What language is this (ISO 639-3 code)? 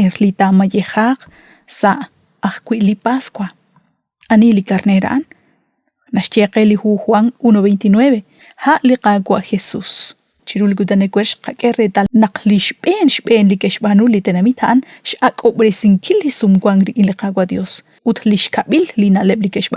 kek